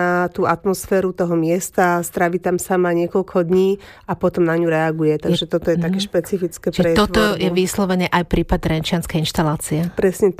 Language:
Slovak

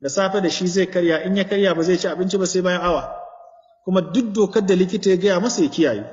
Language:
Hausa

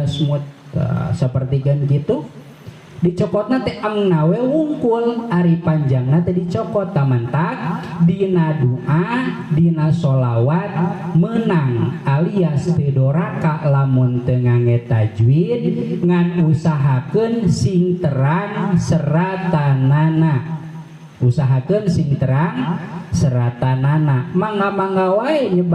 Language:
Sundanese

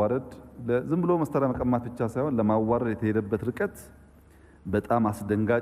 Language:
Amharic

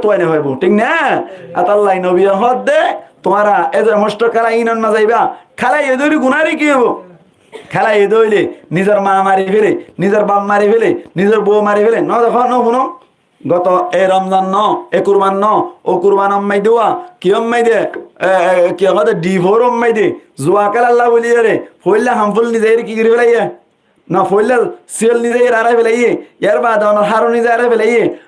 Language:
Rohingya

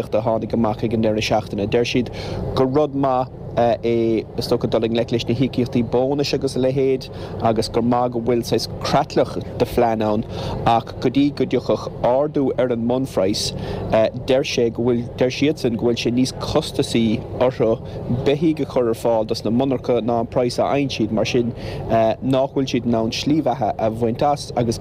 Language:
Irish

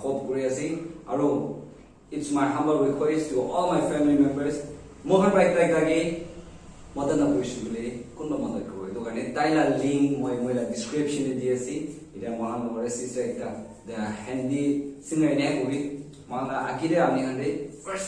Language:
Naga Pidgin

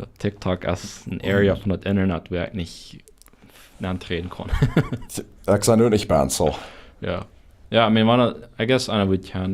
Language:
Plautdietsch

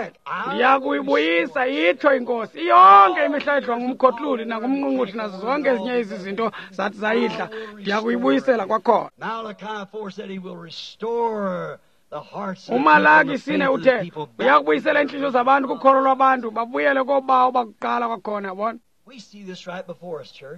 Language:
Xhosa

